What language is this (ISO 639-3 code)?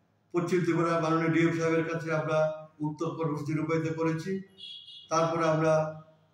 ben